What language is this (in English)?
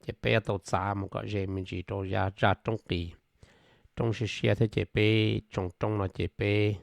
Hmong